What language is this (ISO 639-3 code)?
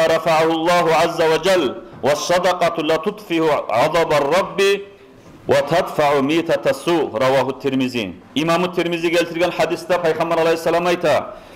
kum